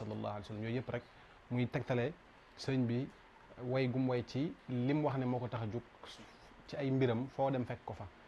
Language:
Wolof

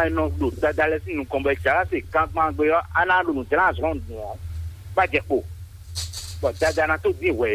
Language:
Fon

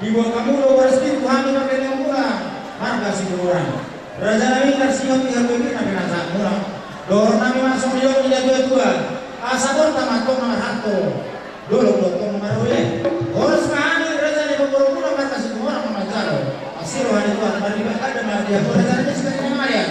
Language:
Batak Toba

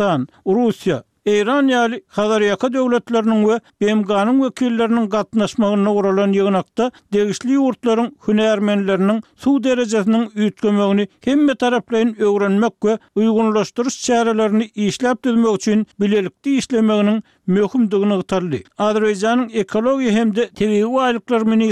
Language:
Turkmen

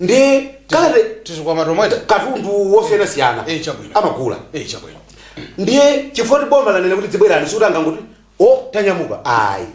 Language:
Nyanja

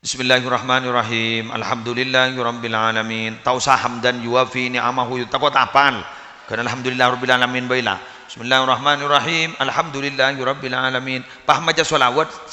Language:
Madurese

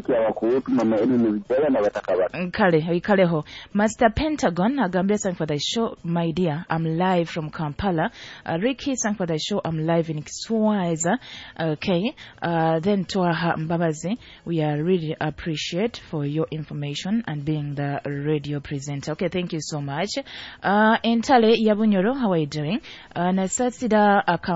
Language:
Nyoro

